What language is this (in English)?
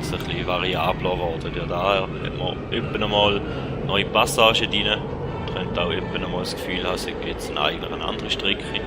Swiss German